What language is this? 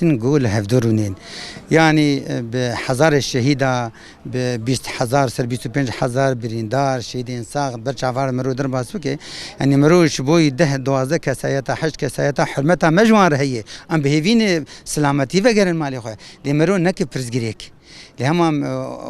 Kurdish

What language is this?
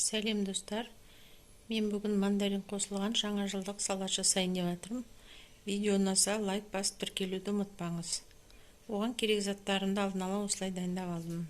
Kazakh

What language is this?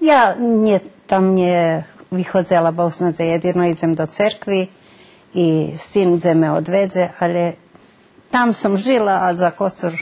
Rusyn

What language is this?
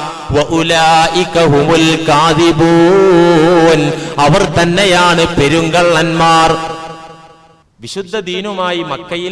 Malayalam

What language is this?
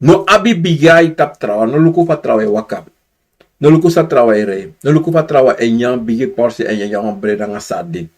Sranan Tongo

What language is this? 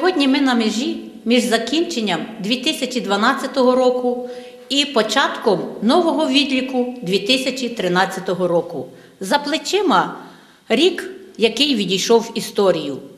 Ukrainian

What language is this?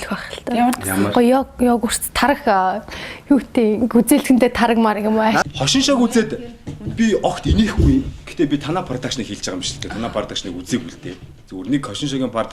Mongolian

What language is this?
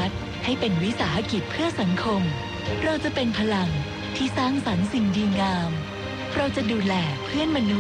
Thai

